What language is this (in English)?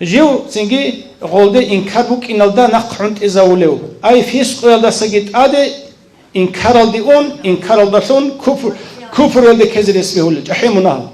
Avaric